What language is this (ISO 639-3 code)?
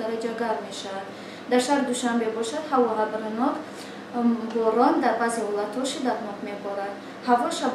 tgk